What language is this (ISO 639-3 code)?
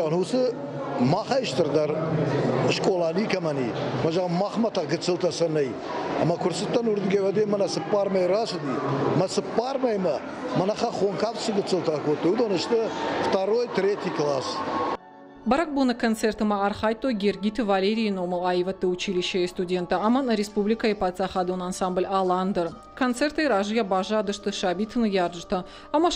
oss